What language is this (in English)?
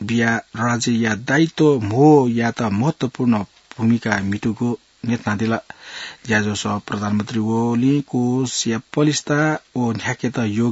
Newari